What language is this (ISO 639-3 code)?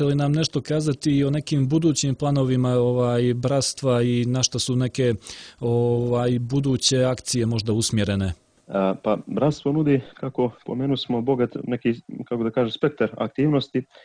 srp